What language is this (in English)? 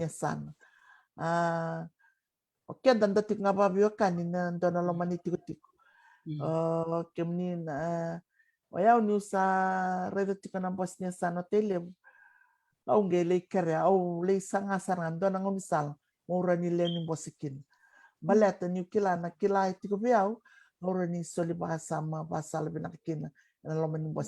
Fijian